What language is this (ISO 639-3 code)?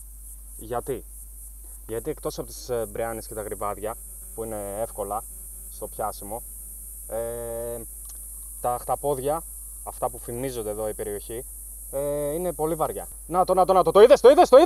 ell